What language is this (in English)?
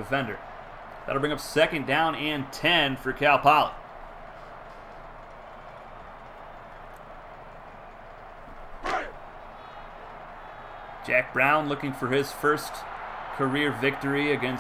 English